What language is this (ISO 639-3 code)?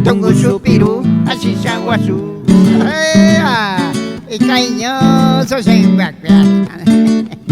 grn